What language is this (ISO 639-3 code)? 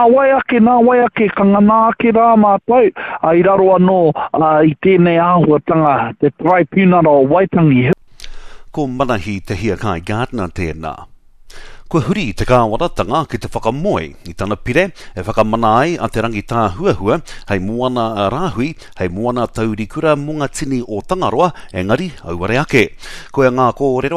mri